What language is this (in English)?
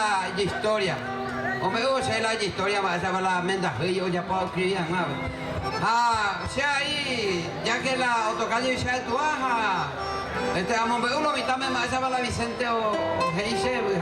Guarani